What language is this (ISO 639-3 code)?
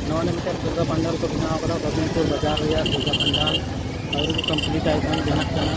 sat